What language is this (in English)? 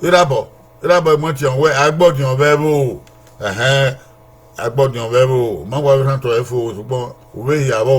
Bini